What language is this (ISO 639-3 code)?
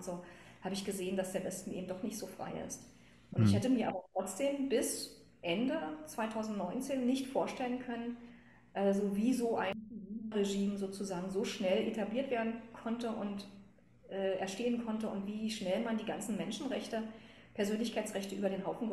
deu